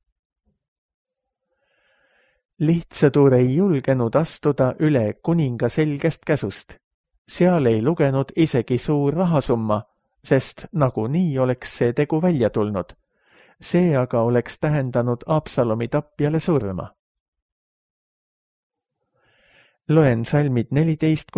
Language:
Estonian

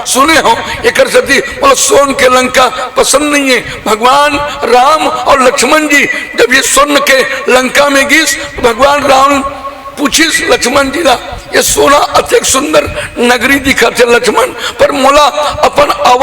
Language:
Chhattisgarhi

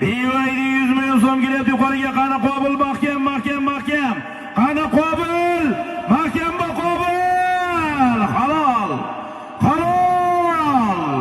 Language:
Uzbek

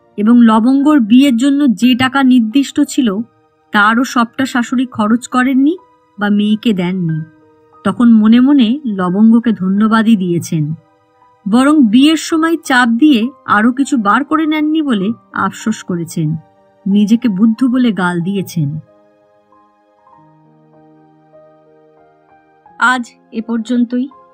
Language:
Bangla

